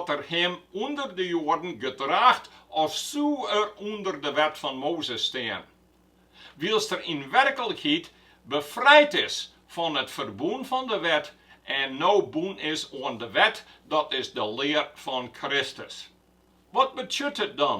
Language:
Western Frisian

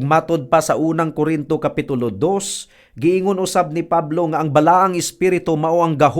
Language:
Cebuano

